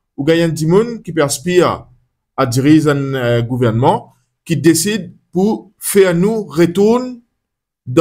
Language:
Morisyen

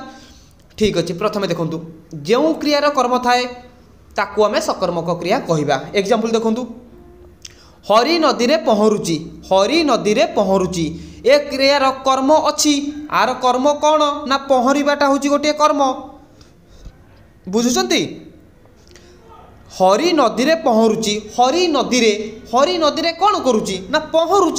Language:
Odia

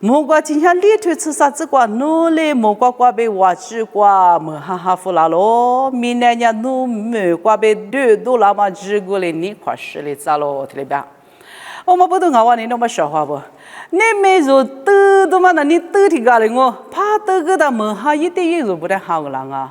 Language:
Lisu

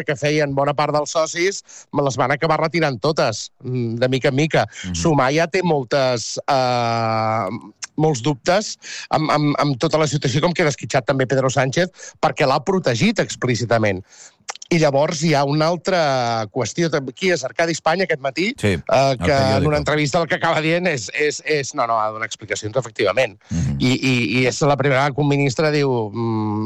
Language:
Catalan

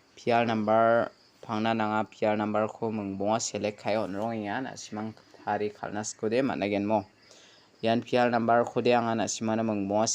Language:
Garo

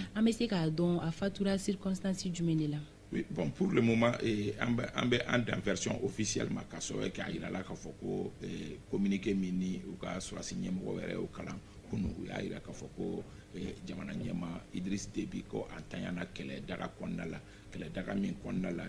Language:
Bambara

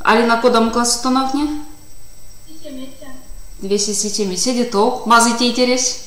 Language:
Erzya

